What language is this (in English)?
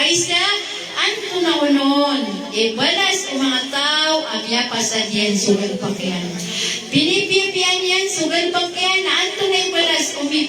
Maranao